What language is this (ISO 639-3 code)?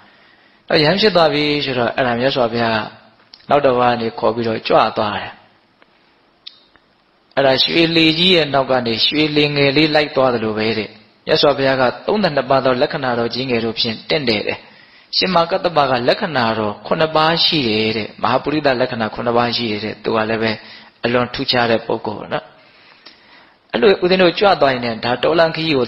mya